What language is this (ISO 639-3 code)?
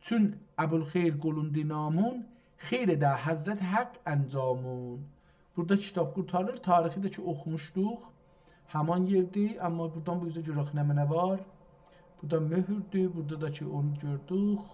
azb